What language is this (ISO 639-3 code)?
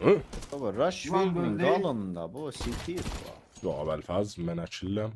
azb